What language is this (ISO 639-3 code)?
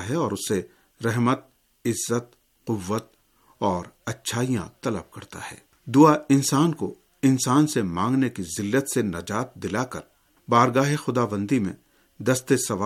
urd